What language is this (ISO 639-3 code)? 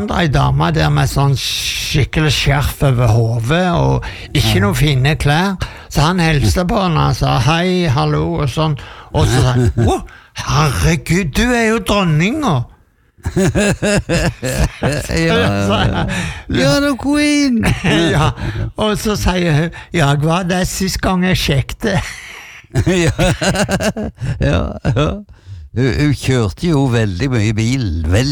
nor